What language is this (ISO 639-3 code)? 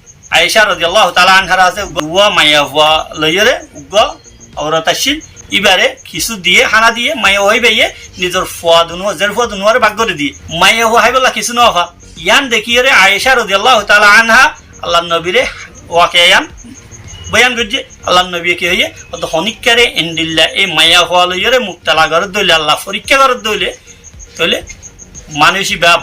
rhg